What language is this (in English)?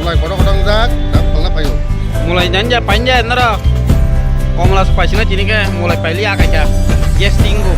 Kok Borok